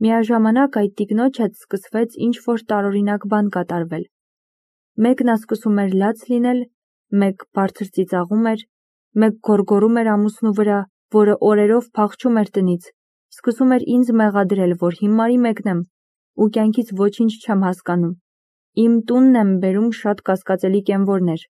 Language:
Armenian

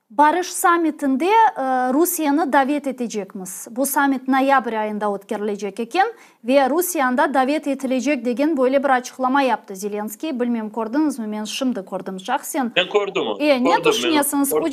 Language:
Crimean Tatar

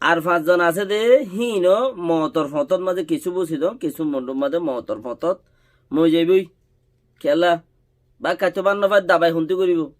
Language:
Rohingya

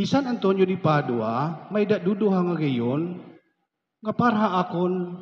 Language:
Waray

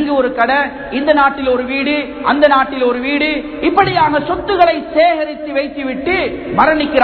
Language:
Tamil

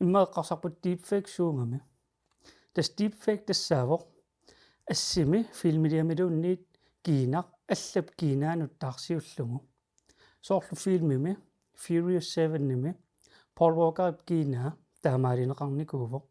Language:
Kalaallisut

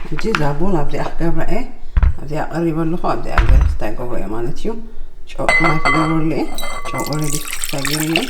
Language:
Tigrinya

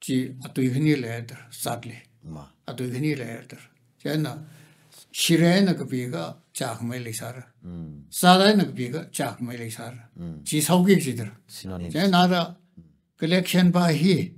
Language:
Tangkhul Naga (India)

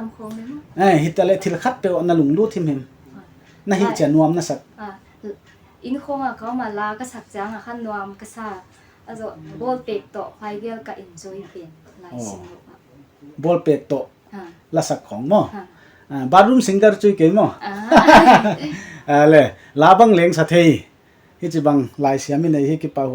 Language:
Paite Chin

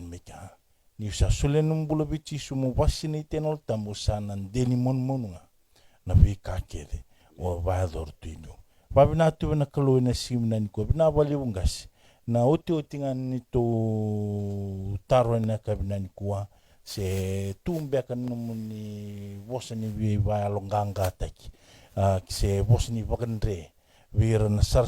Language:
Fijian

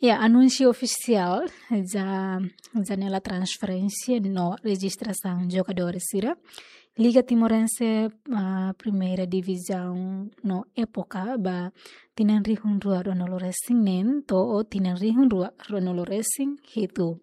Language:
Tetum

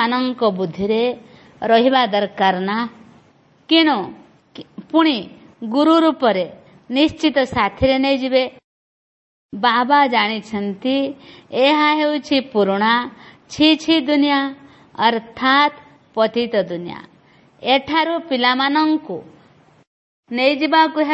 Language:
Odia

